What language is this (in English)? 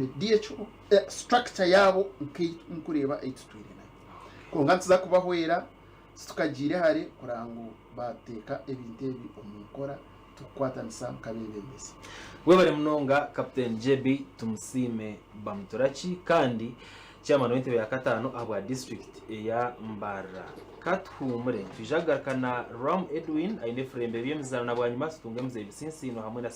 Nyankole